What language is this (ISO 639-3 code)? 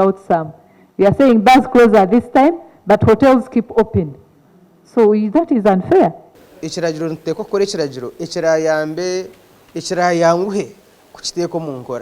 nyn